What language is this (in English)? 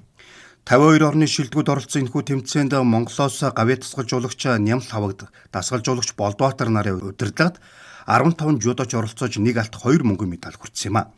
Mongolian